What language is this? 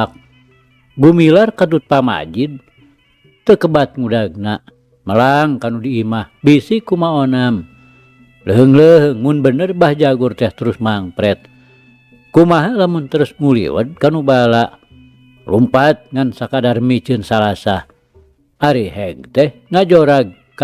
Sundanese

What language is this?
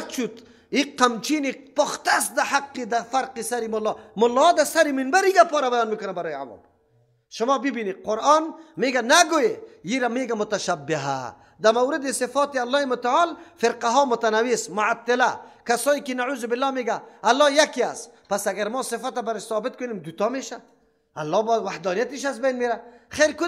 Persian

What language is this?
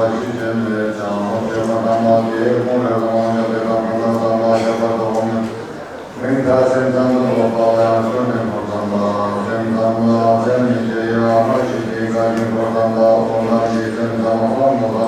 Tibetan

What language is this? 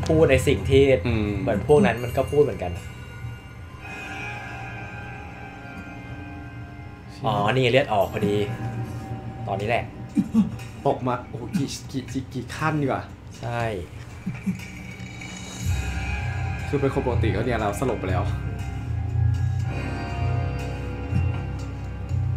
Thai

